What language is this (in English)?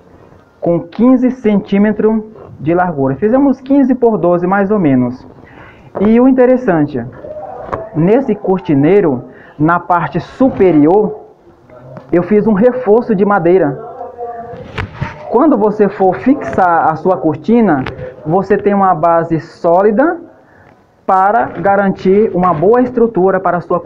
Portuguese